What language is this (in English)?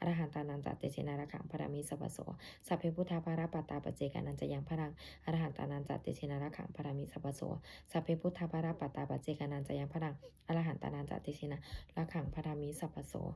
Pali